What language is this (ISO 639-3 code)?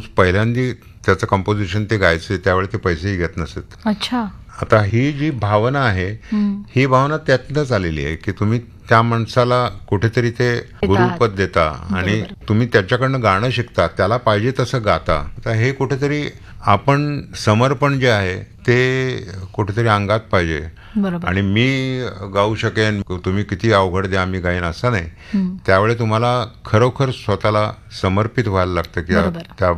mar